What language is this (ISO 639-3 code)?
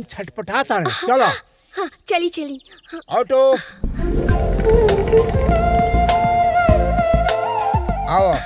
bho